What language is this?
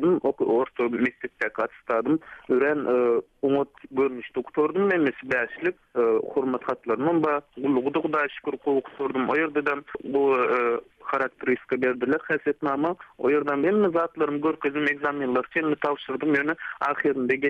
Turkmen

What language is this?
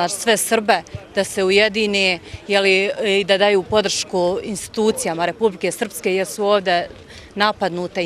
Bosnian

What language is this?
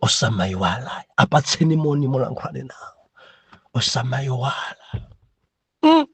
Nyanja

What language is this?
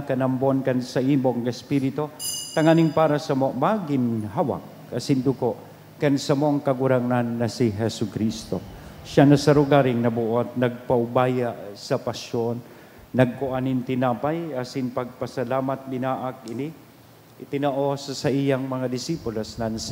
Bikol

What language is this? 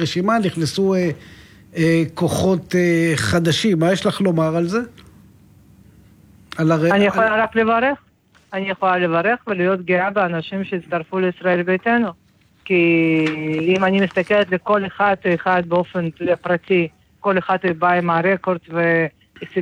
Hebrew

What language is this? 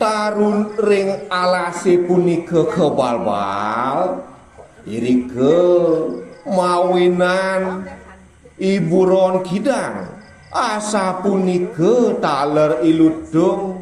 Balinese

